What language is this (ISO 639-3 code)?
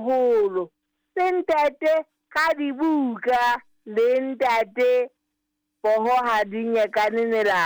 sot